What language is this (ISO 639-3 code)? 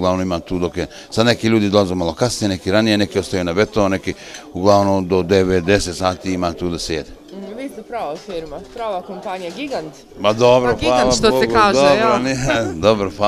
bos